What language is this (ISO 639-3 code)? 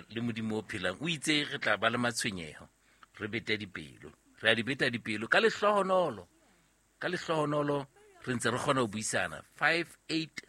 sot